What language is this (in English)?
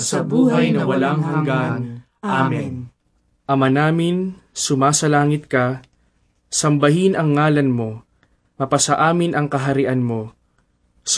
Filipino